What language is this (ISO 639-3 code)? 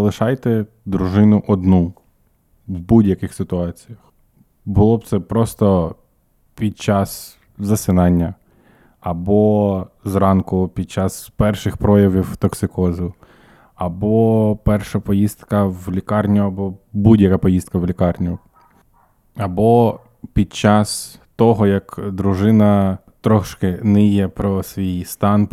ukr